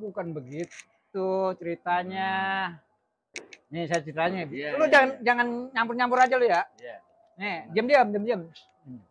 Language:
Betawi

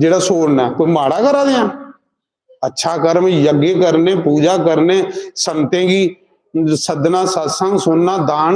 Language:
Dogri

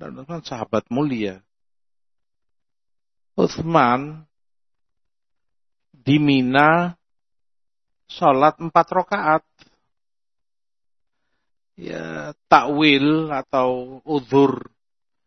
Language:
Indonesian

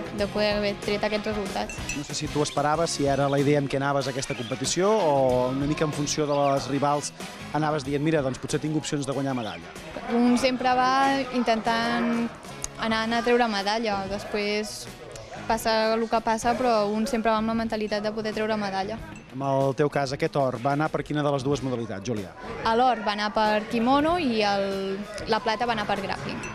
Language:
Catalan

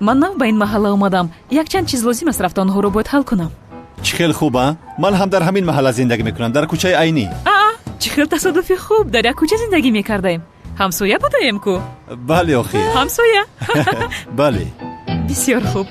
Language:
Tajik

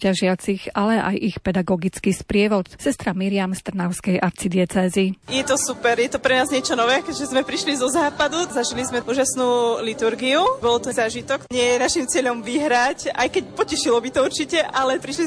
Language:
Slovak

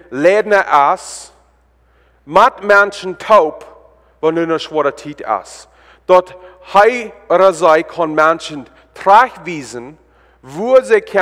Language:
Plautdietsch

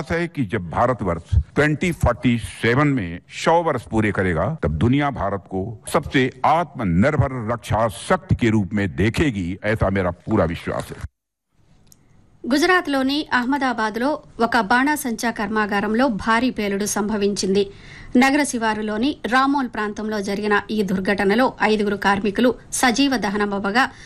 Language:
Telugu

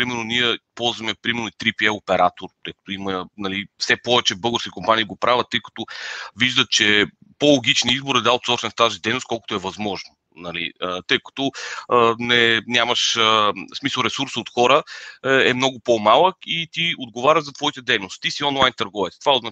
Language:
Bulgarian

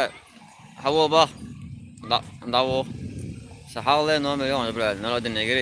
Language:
Chechen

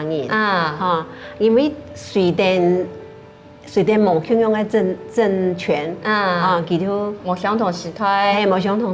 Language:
Hakka Chinese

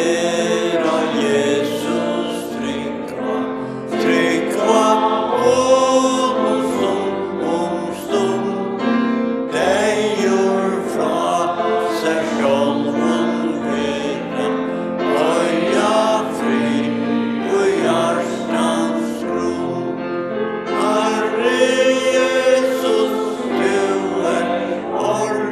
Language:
Faroese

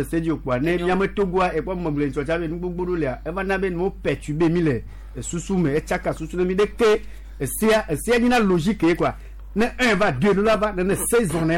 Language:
Gen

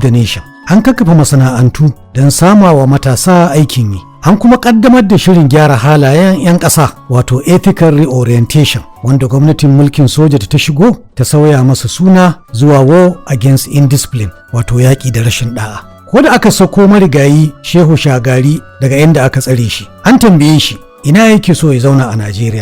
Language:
Hausa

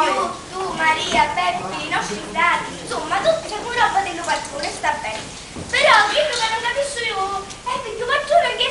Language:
Sicilian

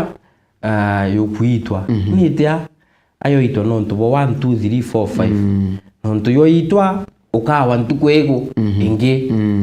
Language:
Meru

